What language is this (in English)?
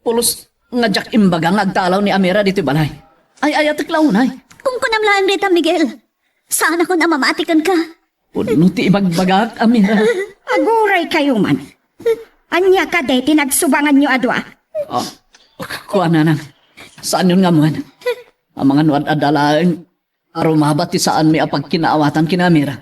Iloko